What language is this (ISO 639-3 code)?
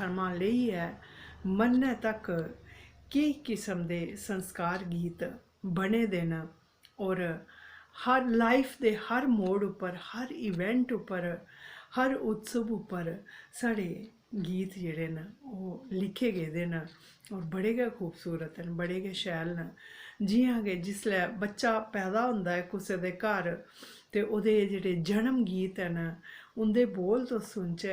doi